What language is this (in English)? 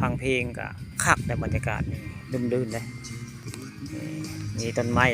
Northeastern Thai